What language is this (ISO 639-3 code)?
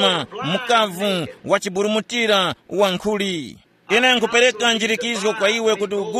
tum